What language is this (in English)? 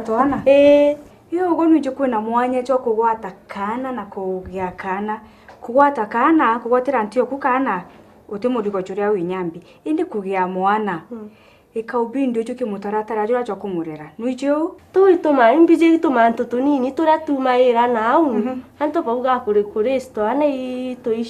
Meru